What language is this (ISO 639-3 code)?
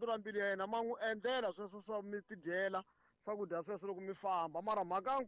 tso